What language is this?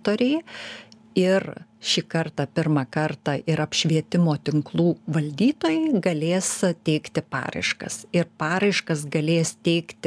Lithuanian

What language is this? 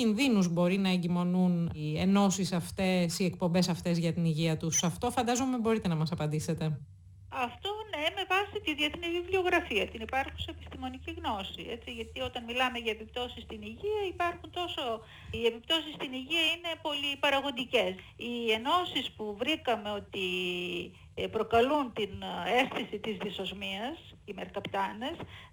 Greek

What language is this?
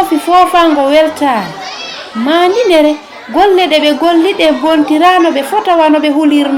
Fula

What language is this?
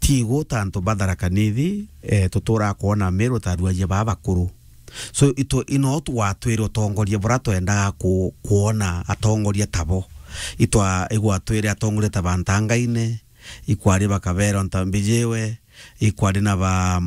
Meru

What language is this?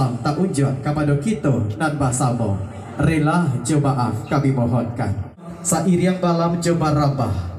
Minangkabau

